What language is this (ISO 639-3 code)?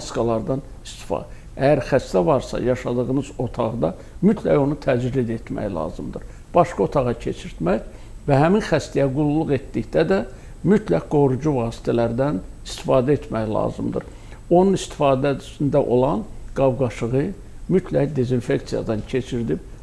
aze